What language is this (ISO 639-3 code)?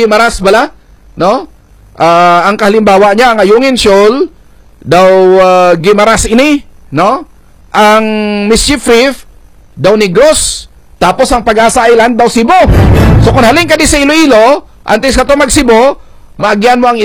hil